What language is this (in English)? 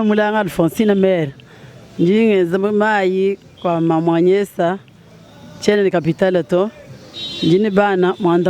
Luba-Lulua